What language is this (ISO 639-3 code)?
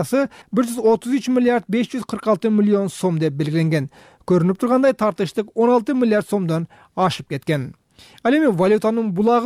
kir